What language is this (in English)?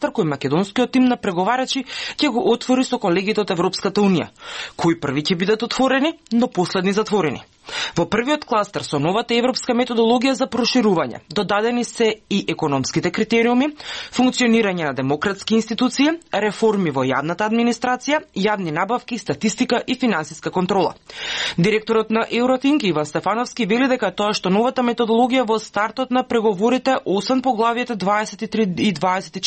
Macedonian